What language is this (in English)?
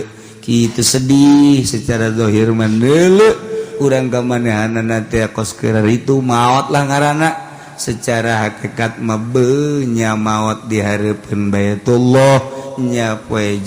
Sundanese